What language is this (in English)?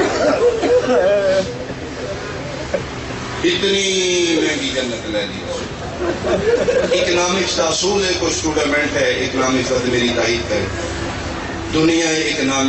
Urdu